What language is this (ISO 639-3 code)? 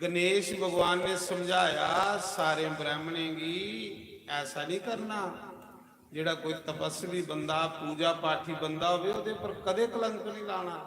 doi